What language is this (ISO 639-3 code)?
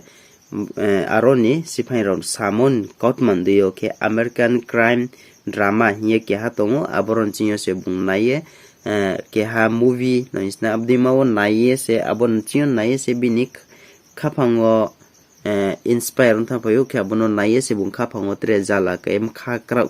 ria